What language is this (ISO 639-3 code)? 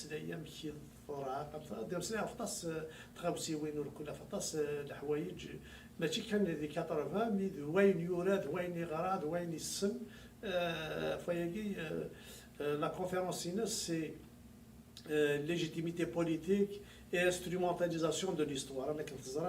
kab